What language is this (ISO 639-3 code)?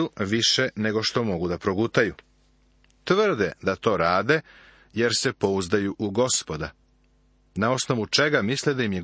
srp